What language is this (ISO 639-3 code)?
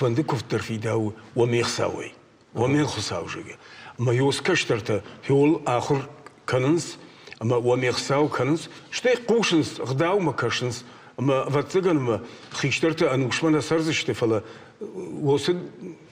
oss